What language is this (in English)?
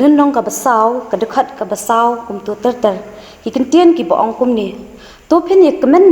Khasi